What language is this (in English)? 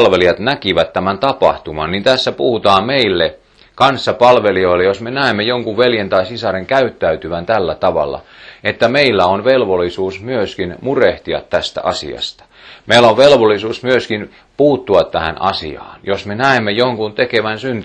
Finnish